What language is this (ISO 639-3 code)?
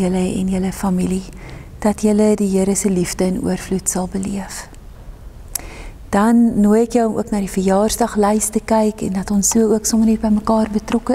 afr